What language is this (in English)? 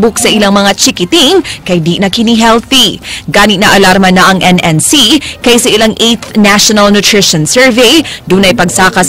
Cebuano